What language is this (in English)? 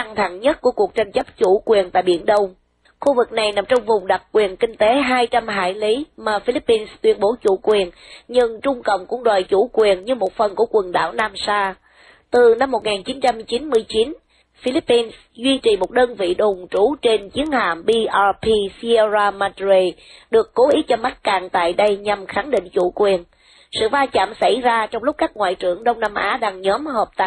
Vietnamese